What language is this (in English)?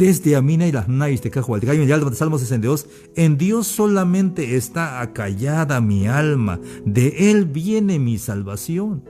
Tzeltal